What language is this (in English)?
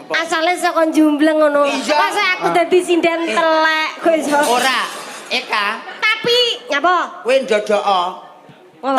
Javanese